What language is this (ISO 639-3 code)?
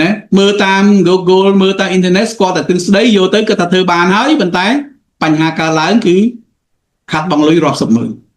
khm